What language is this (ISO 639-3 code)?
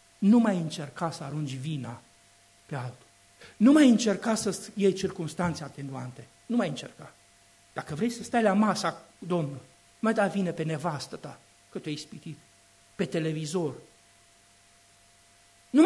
ron